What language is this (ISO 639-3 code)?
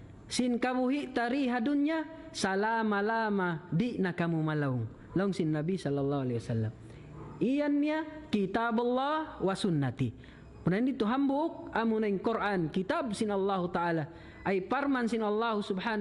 tsg